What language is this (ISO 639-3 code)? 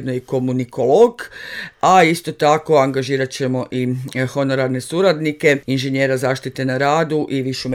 hrv